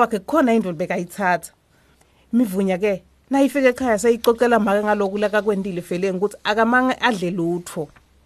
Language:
Swati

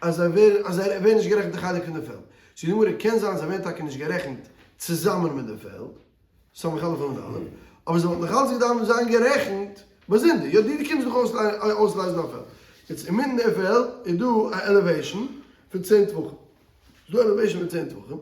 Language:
Yiddish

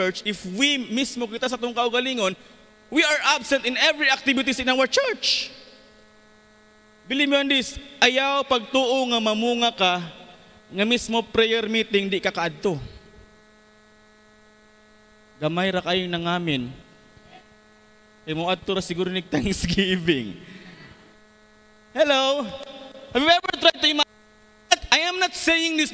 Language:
Cebuano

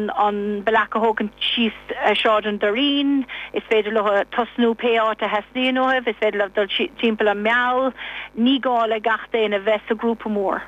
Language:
Irish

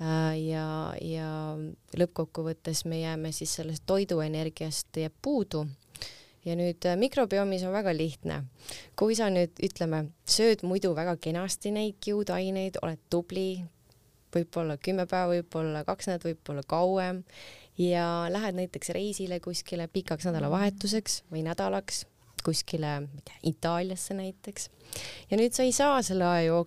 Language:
Estonian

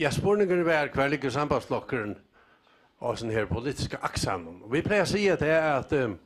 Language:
Faroese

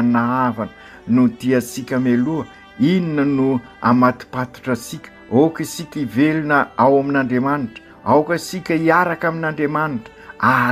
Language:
Malagasy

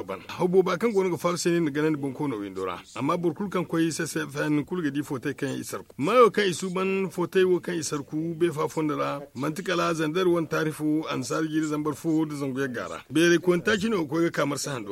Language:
Zarma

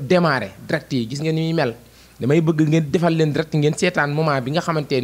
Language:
Wolof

